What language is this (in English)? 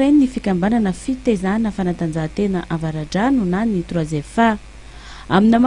Malagasy